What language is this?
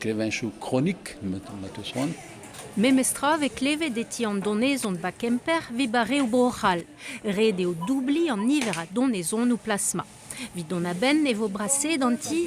Breton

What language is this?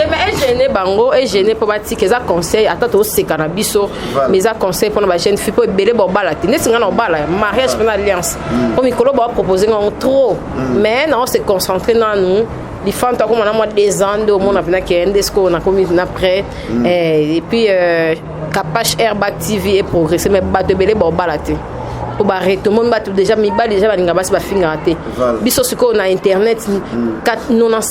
Lingala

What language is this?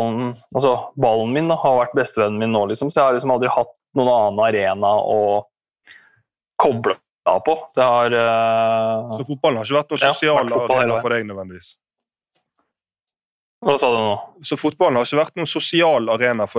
Norwegian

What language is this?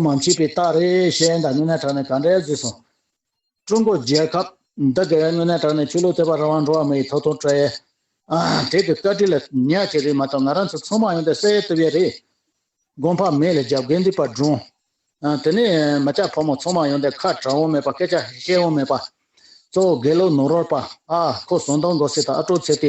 Tibetan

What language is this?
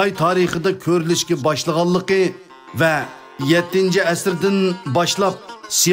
Uyghur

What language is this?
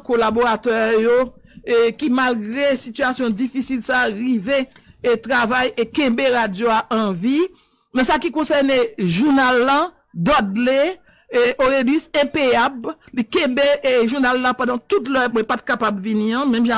Haitian Creole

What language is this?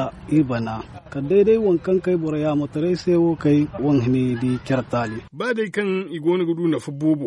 Zarma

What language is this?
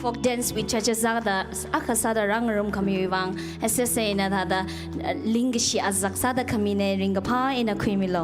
Tangkhul Naga (India)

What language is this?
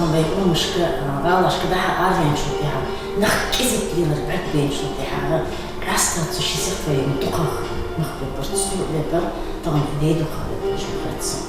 Ingush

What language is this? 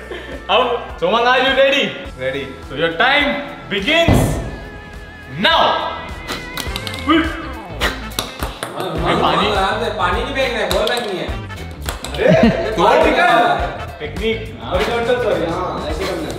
Hindi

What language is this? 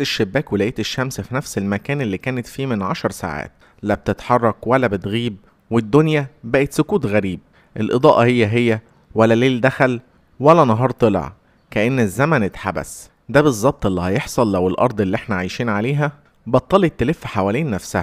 Egyptian Arabic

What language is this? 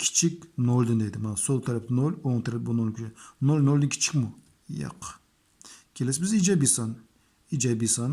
Uyghur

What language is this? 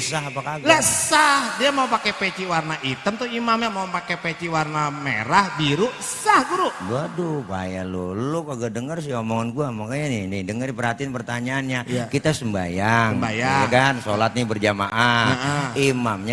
Betawi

